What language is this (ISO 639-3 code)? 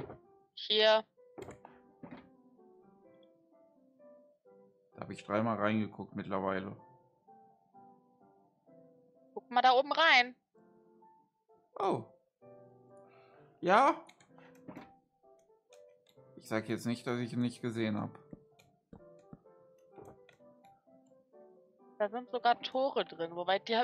deu